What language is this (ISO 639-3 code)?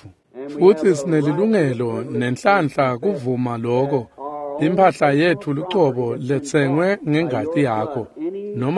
ssw